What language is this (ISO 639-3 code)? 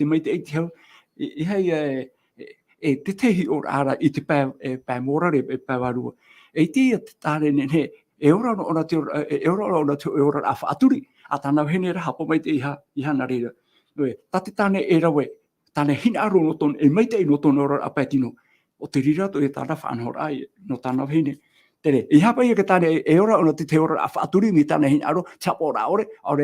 tah